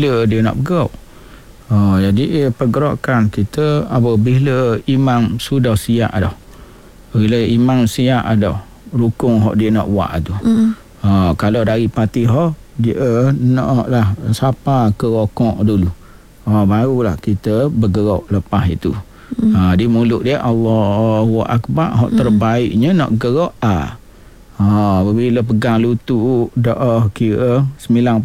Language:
Malay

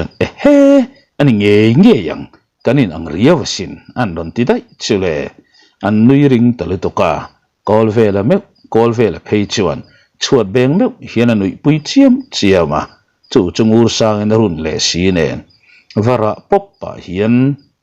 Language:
Mizo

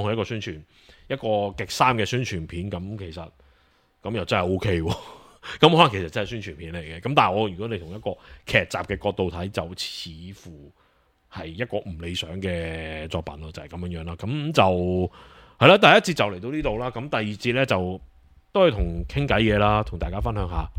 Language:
Cantonese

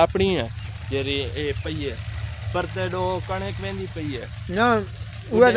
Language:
Saraiki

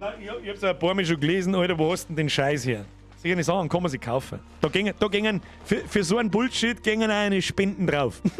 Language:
Bavarian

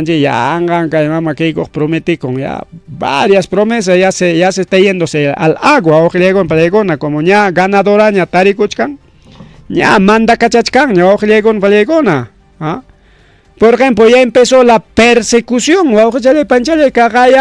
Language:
Ayacucho Quechua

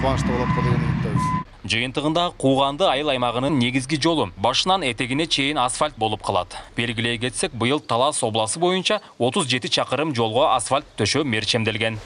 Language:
Kyrgyz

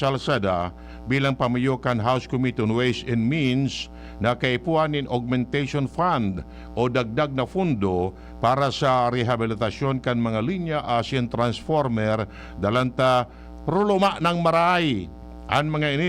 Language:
Bikol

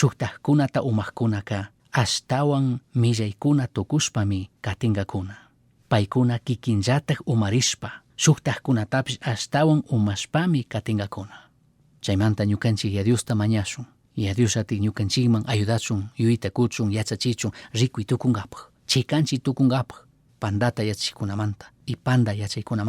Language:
Chimborazo Highland Quichua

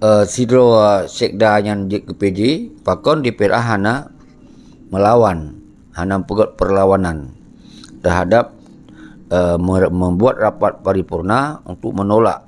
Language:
Achinese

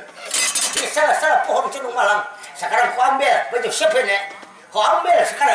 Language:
Banjar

